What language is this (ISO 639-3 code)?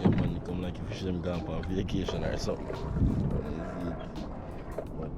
jam